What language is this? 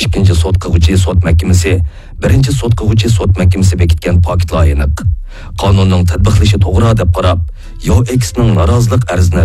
Uyghur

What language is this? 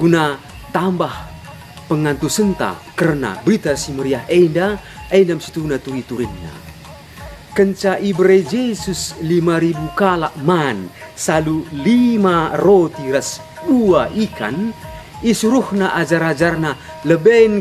Batak Karo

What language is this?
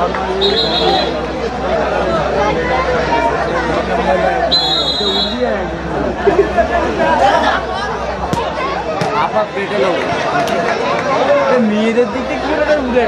Bangla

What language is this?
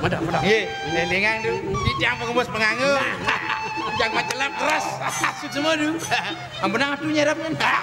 Balinese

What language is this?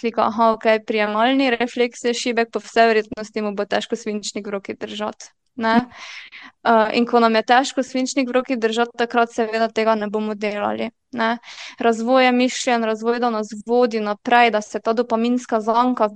Slovenian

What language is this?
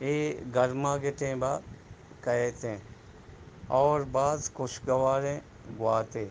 Eastern Balochi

